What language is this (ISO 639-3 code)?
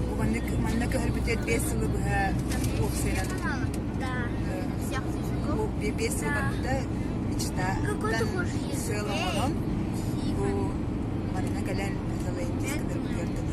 sah